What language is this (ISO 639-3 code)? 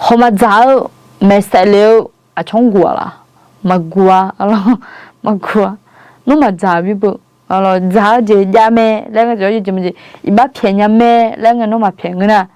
ahk